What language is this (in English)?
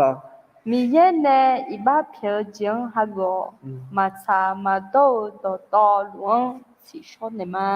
Akha